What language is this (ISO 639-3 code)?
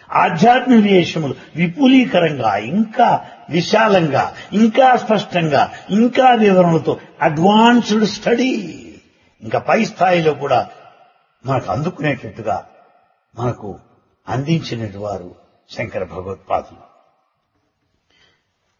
tel